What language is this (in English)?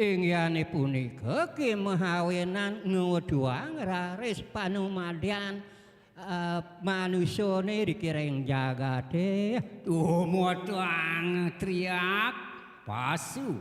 Balinese